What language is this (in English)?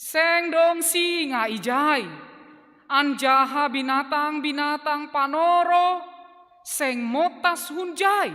Batak Simalungun